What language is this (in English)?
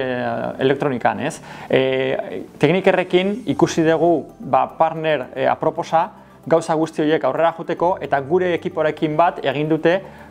Basque